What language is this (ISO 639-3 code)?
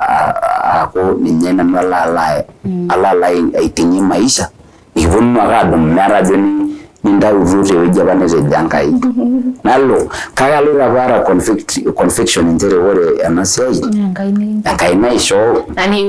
mas